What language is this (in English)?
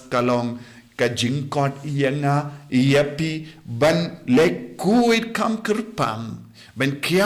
Khasi